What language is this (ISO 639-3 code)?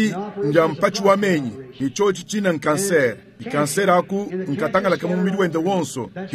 lua